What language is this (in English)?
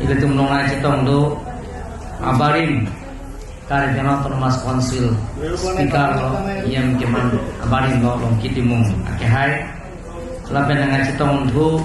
Karbi